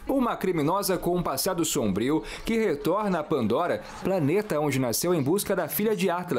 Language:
Portuguese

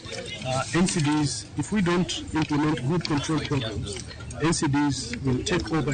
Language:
Luo (Kenya and Tanzania)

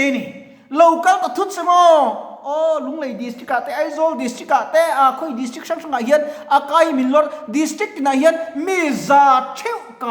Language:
Mizo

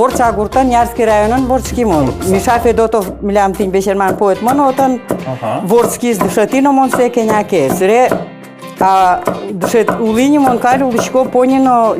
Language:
Udmurt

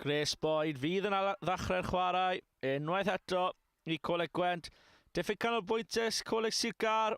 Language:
Welsh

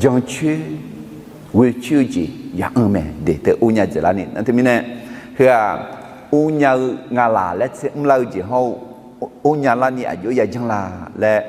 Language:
Akha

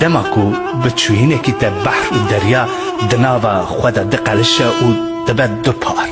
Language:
Kurdish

